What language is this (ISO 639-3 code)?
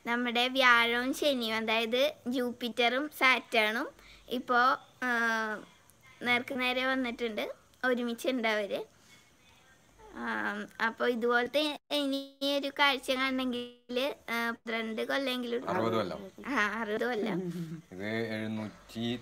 mal